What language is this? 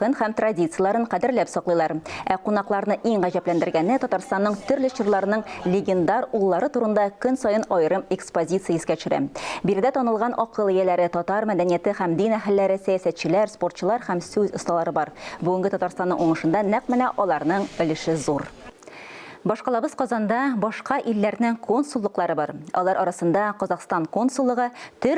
Tatar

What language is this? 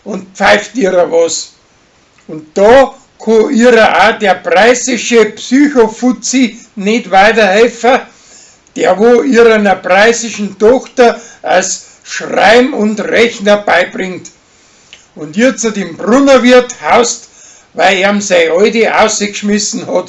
Bavarian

